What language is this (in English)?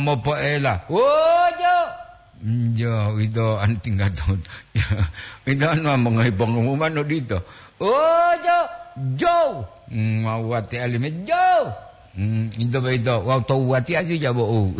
Gorontalo